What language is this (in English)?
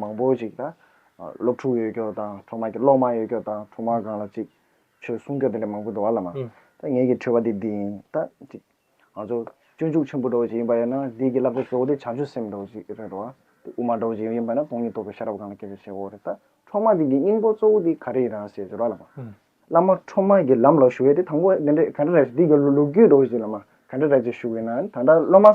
Tibetan